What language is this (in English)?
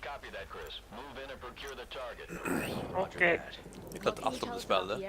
Faroese